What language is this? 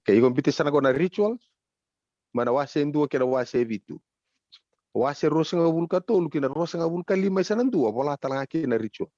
Fijian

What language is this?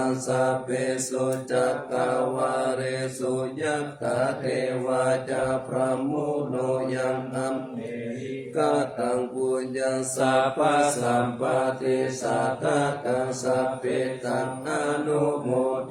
Pali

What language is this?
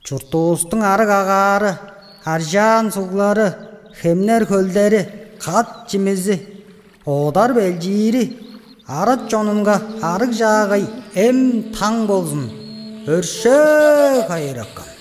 Tuvinian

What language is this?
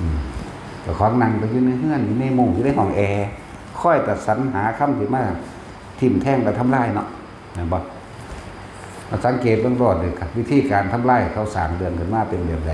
Northeastern Thai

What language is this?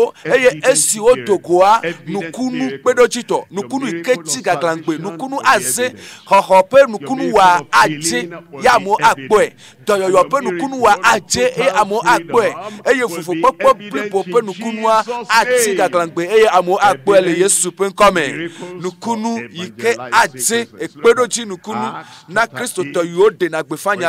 Ewe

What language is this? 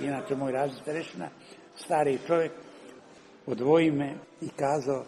Serbian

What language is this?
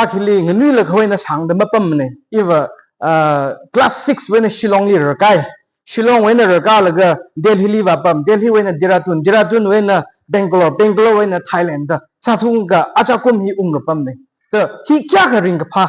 Tangkhul Naga (India)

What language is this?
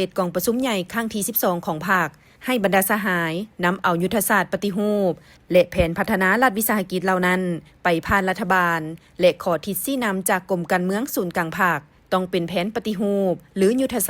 Lao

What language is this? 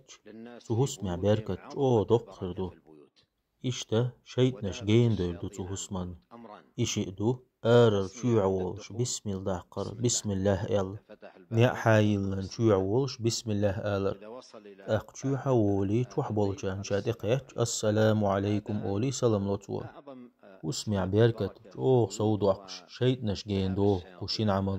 Chechen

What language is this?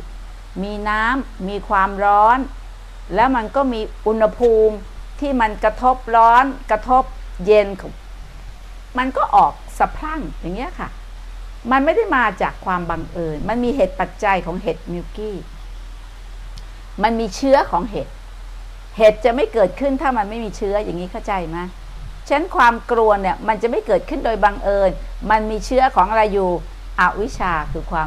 Thai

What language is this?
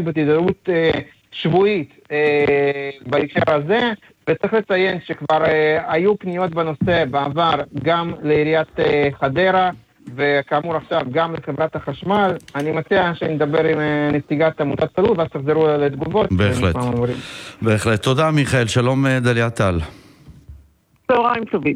Hebrew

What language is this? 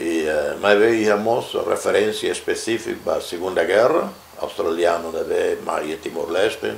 Tetum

